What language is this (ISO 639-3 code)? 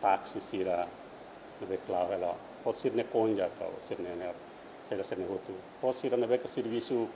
tet